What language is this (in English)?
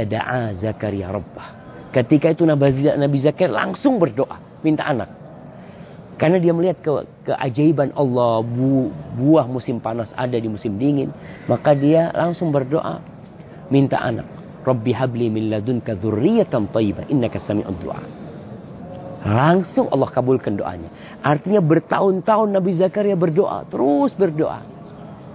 Indonesian